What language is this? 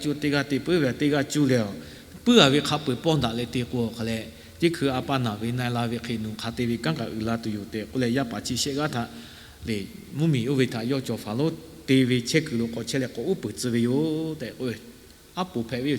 Lahu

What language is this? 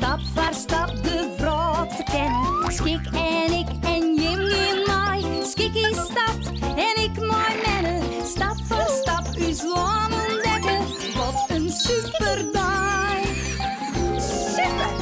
Western Frisian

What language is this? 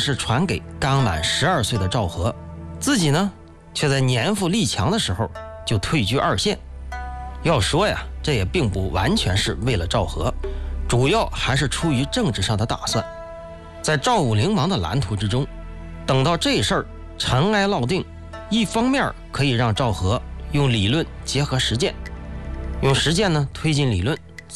Chinese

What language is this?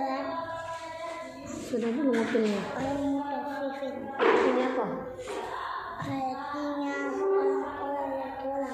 Indonesian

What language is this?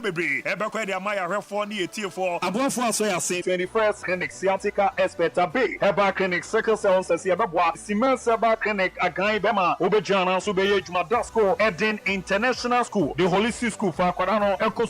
Akan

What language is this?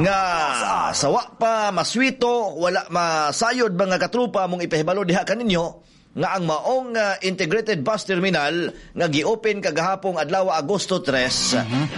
Cebuano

